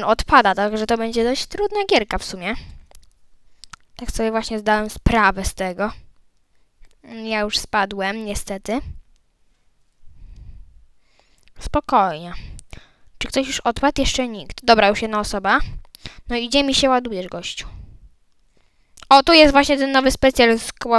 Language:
Polish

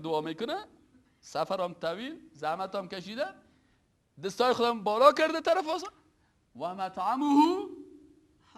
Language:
Persian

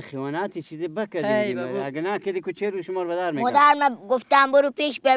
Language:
Persian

